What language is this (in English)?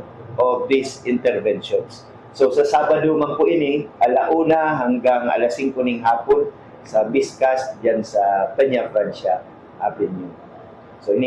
Bikol